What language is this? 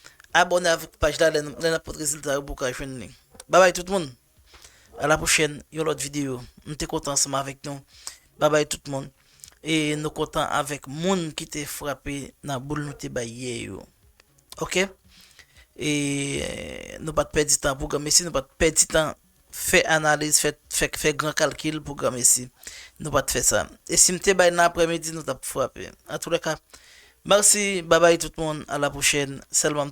Haitian Creole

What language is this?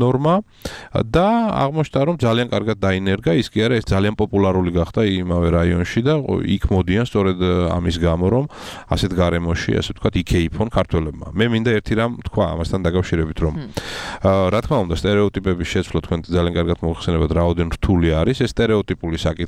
Georgian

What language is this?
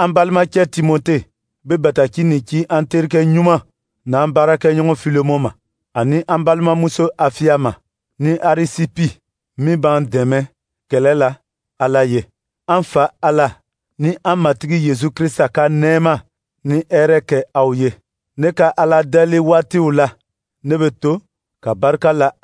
Dyula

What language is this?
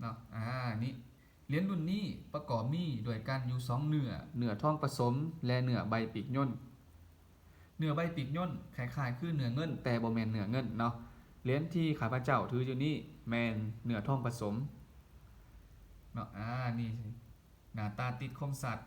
Lao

